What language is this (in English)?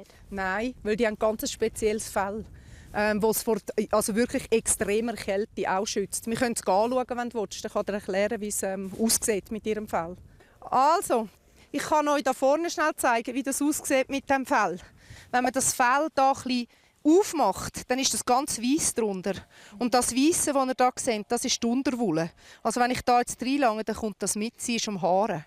Romansh